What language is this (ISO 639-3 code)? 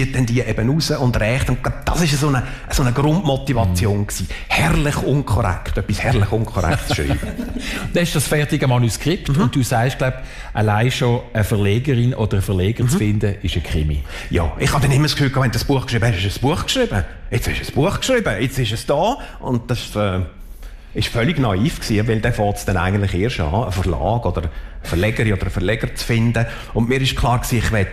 deu